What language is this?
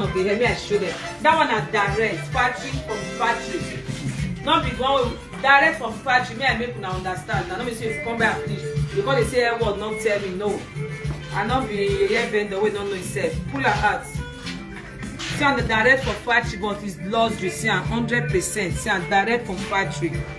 Nigerian Pidgin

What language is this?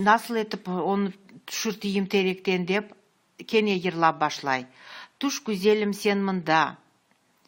Crimean Tatar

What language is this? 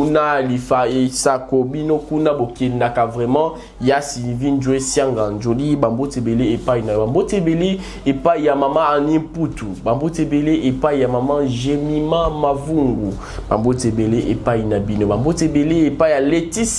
Lingala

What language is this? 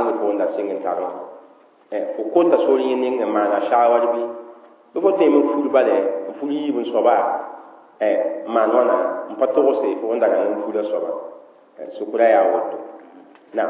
Mossi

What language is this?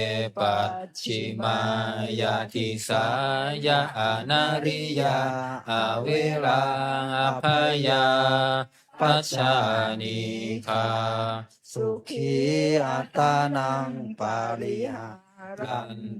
Pali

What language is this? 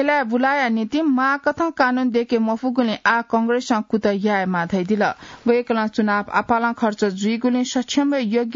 Newari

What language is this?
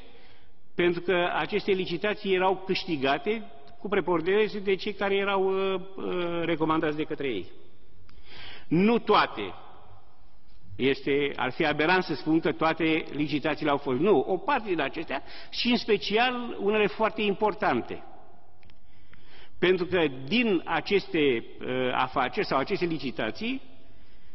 Romanian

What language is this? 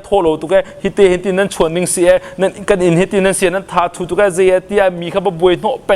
Hakha Chin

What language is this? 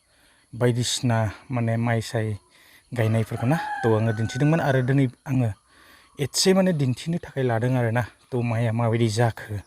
Bodo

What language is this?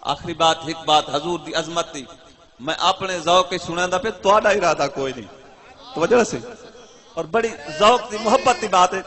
Saraiki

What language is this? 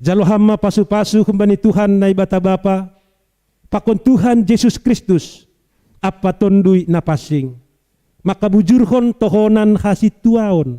Batak Simalungun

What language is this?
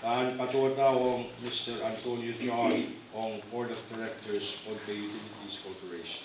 Pohnpeian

